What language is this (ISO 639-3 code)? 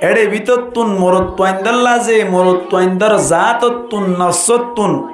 rhg